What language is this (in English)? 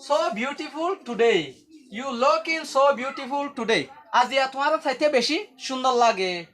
Rohingya